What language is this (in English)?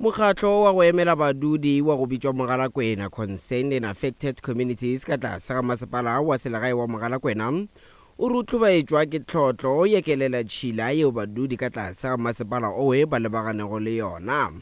Northern Sotho